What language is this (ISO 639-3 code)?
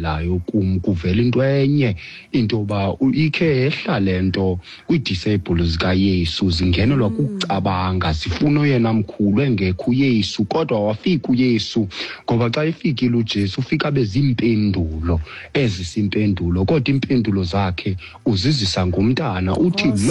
xho